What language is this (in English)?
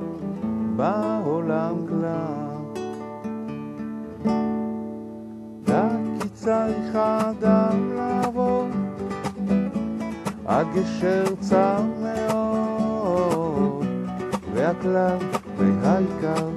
Hebrew